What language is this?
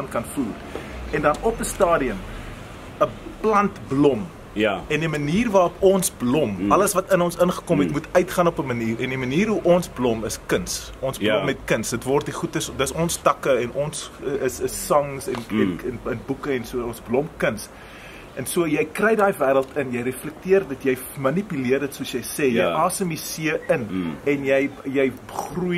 Afrikaans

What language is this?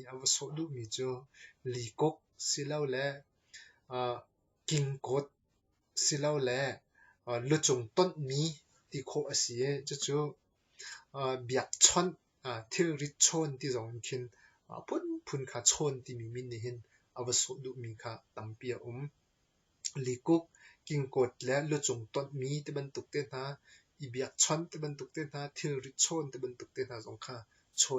Hakha Chin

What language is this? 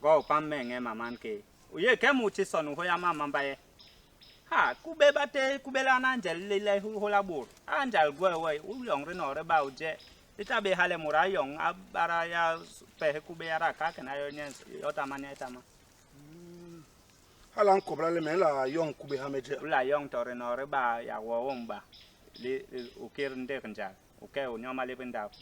Basaa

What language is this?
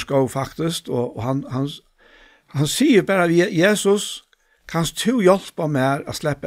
Faroese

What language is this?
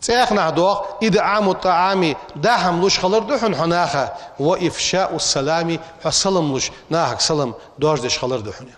Ingush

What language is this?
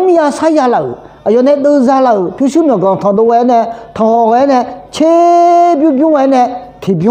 Akha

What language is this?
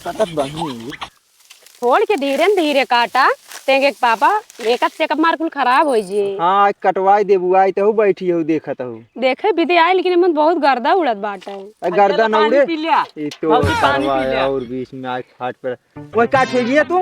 Awadhi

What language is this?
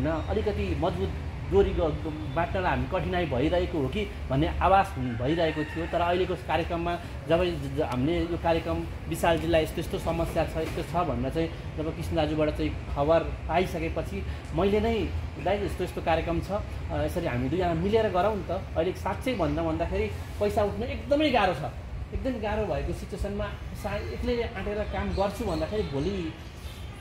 Nepali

